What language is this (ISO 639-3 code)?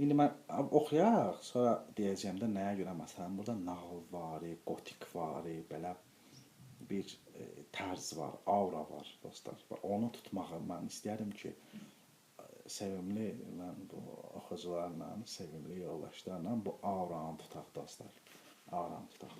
aze